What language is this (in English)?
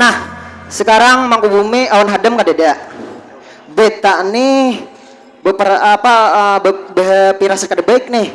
Banjar